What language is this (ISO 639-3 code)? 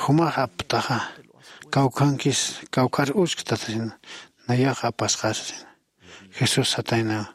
aym